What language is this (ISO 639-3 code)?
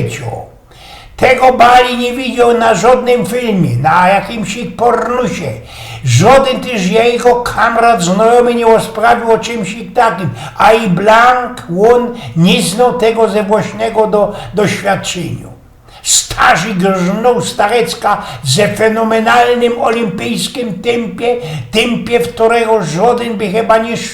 szl